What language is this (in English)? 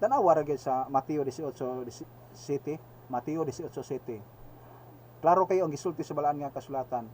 Cebuano